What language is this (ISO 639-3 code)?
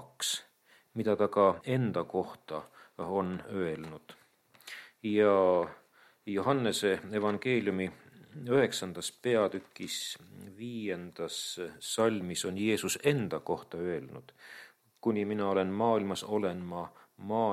est